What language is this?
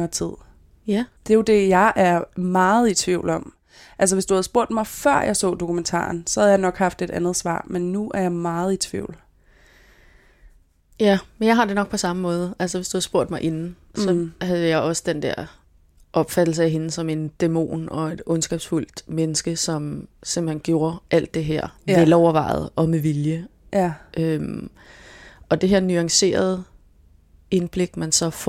Danish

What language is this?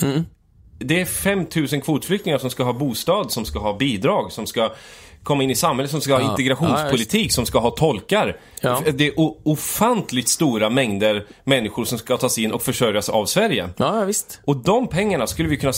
Swedish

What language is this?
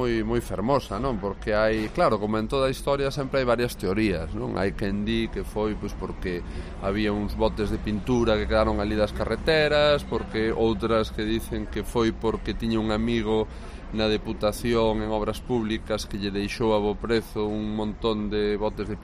Galician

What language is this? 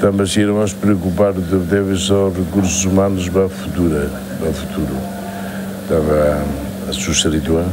Tetum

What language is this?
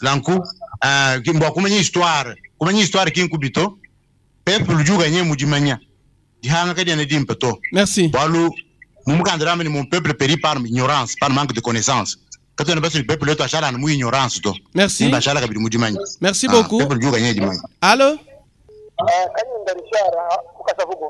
Luba-Lulua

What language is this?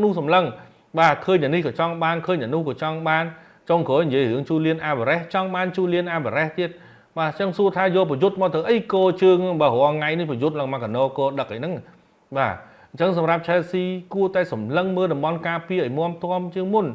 Khmer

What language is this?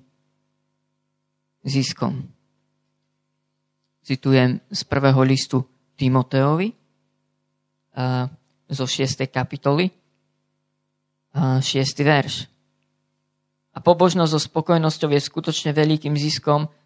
Slovak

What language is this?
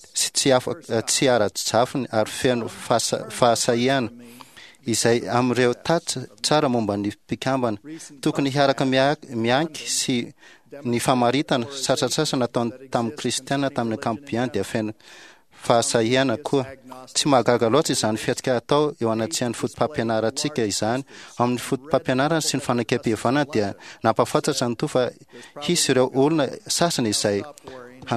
Malagasy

